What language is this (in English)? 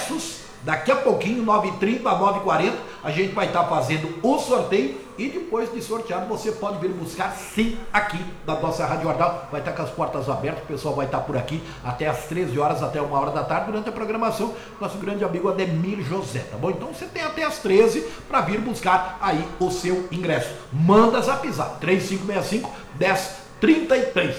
Portuguese